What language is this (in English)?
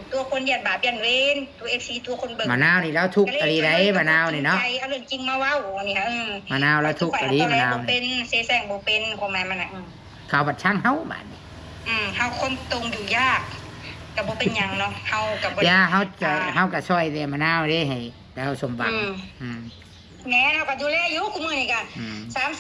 Northeastern Thai